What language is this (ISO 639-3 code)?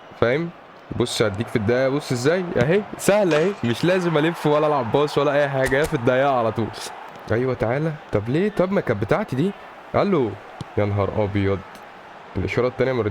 arz